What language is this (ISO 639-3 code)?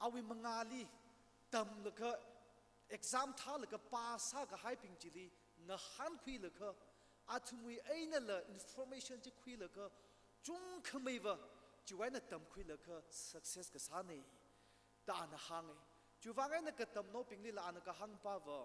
nmf